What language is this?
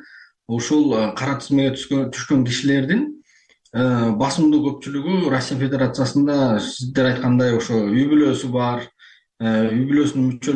Kyrgyz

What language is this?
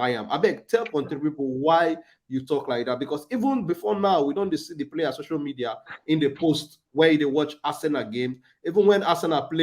Nigerian Pidgin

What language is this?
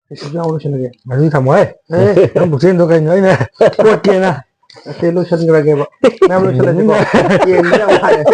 Manipuri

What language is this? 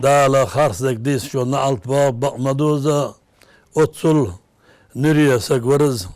Ingush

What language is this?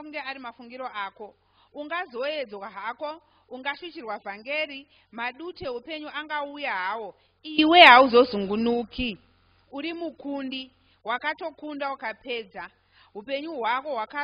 Shona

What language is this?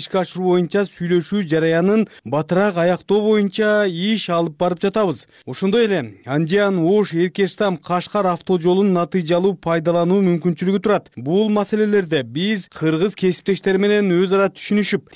Kyrgyz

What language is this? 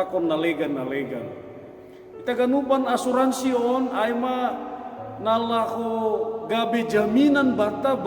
Batak Simalungun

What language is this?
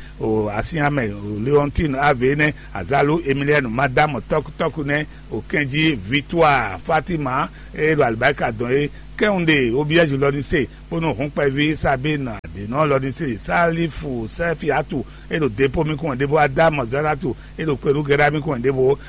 Fon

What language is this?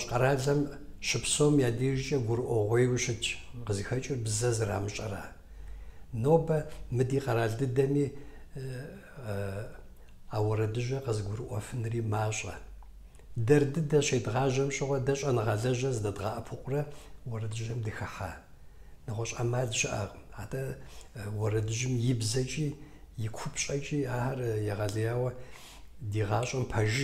Kabardian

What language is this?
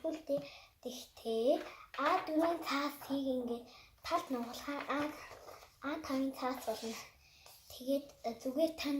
Mongolian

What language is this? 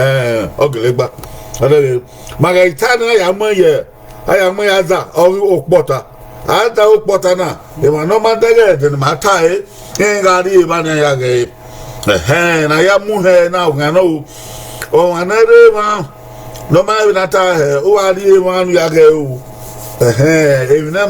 Bini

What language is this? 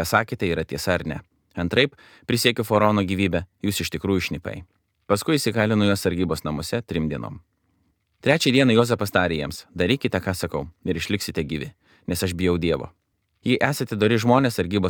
Lithuanian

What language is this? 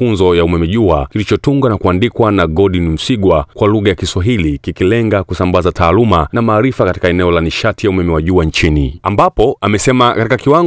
Swahili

